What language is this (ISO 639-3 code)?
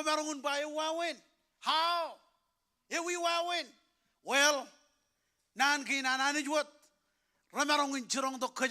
mah